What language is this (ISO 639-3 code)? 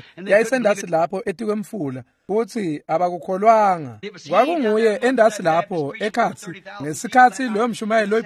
ssw